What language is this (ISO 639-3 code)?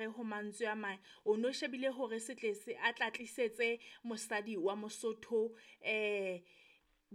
sot